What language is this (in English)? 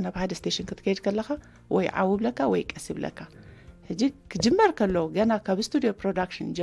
Tigrinya